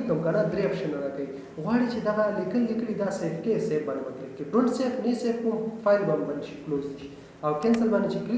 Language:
Pashto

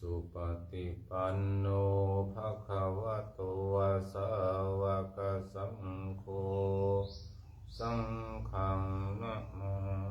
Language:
Pali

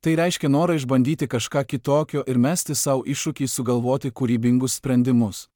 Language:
Lithuanian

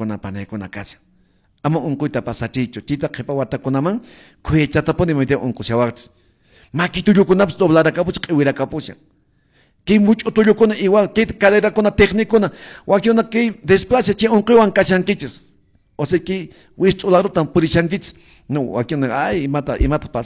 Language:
Quechua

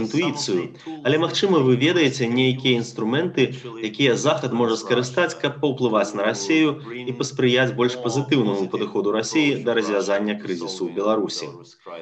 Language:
Belarusian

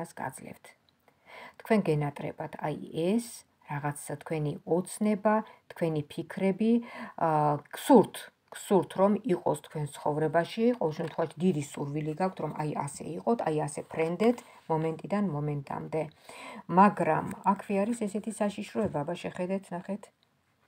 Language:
Georgian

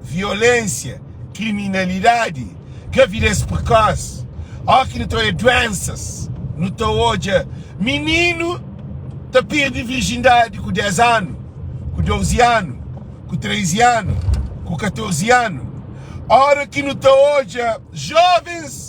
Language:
Kabuverdianu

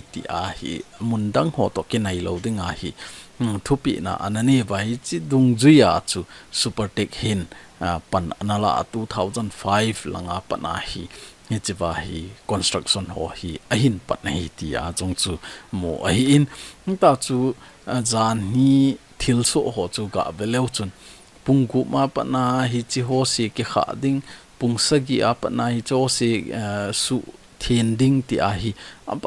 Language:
Thado Chin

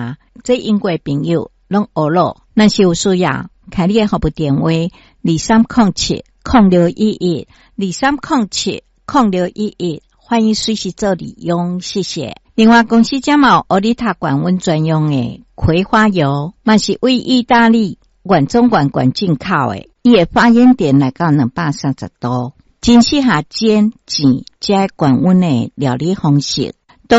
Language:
Min Nan Chinese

